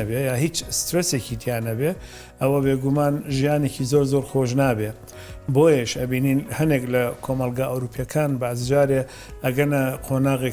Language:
Central Kurdish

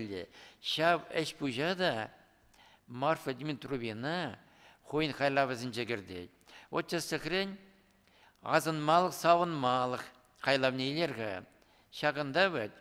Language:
Chuvash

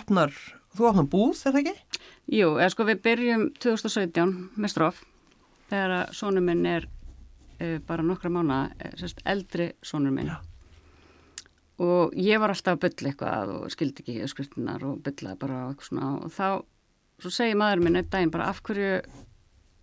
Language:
Icelandic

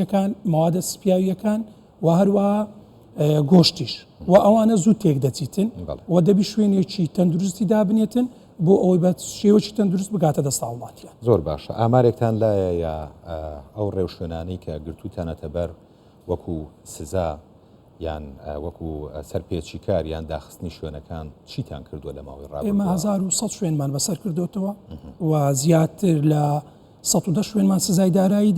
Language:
Central Kurdish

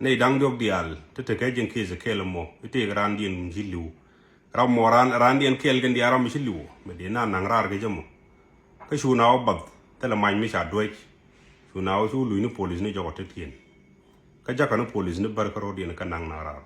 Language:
Nuer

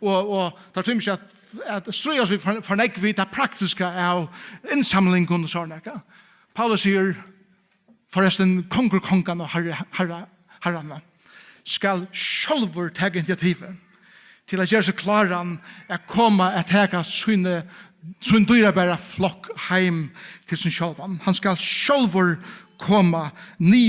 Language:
Faroese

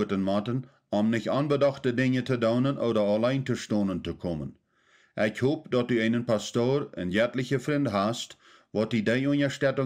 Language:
Plautdietsch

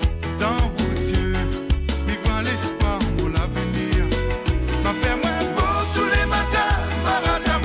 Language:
Morisyen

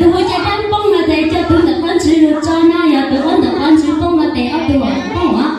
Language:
Hmong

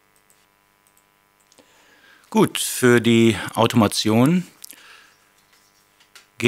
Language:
German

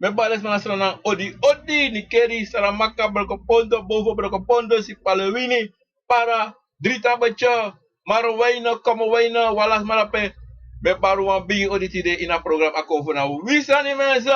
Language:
Sranan Tongo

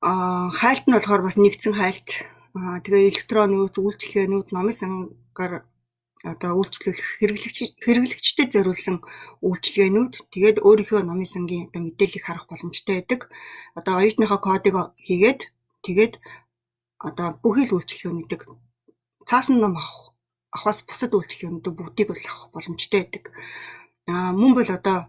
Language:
Mongolian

